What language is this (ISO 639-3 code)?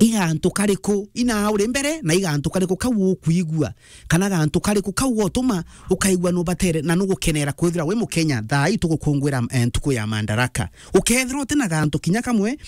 mer